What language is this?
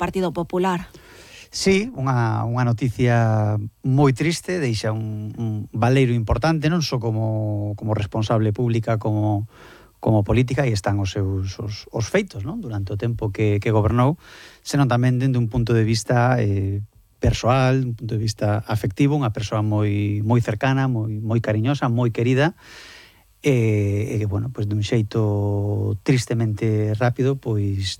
Galician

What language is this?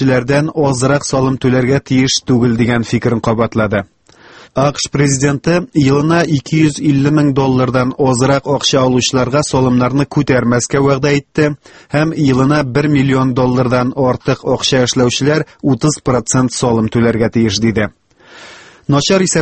Tatar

